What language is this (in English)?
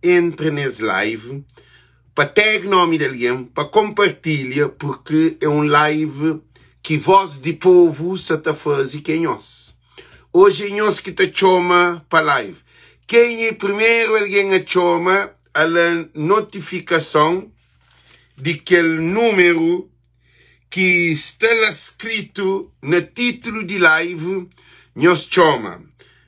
Kabuverdianu